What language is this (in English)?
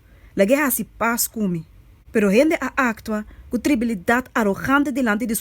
Papiamento